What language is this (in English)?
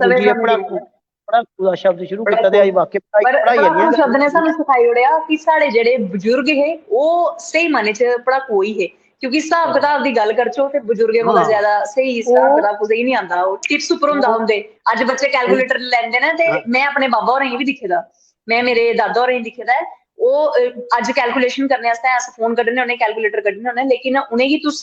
Dogri